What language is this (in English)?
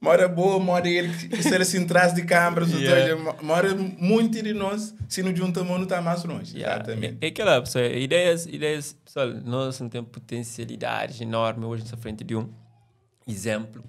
Kabuverdianu